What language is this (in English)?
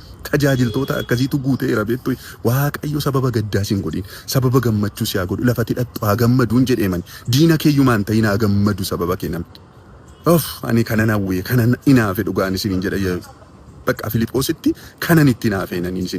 Oromo